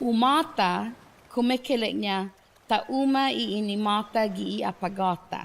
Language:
Chamorro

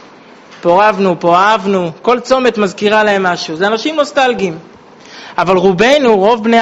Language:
Hebrew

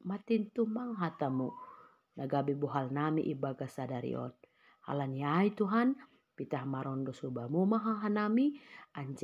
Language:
Batak Simalungun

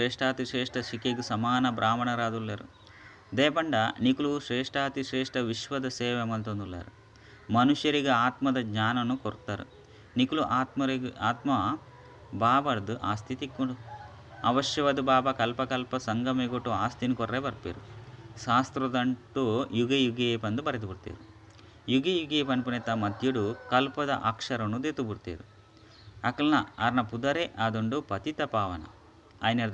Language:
Tulu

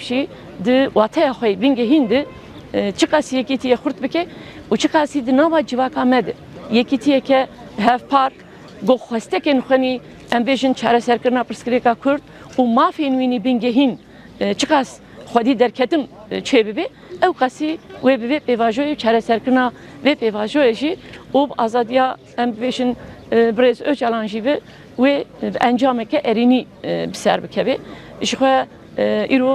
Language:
Kurdish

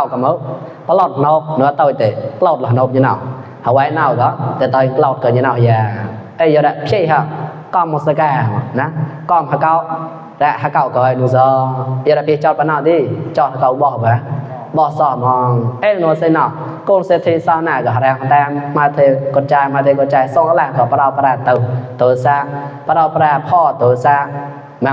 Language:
Mon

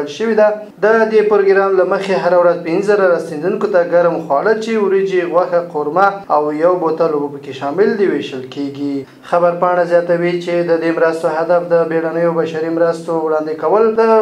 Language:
Pashto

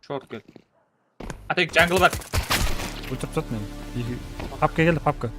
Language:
Kara-Kalpak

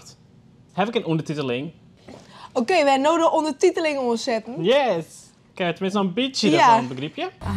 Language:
Western Frisian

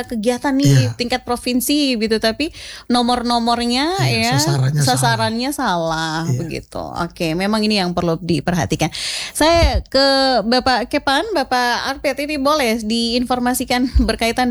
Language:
Indonesian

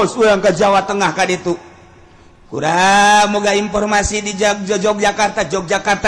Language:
Sundanese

